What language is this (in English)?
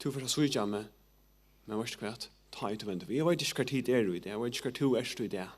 Faroese